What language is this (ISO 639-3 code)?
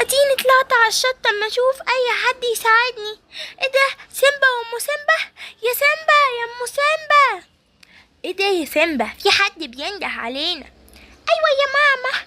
arz